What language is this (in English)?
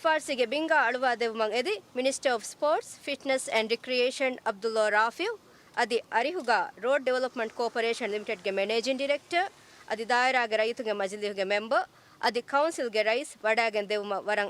Divehi